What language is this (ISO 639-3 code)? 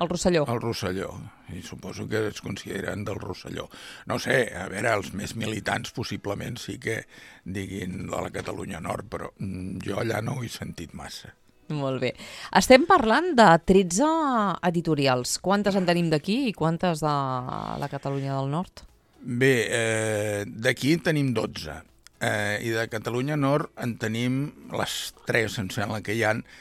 cat